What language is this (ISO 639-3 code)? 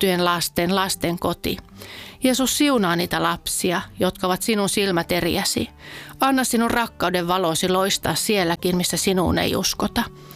fin